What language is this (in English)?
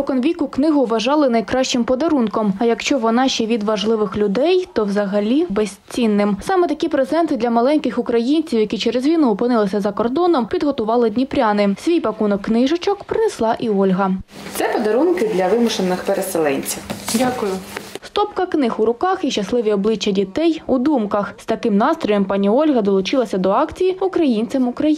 Ukrainian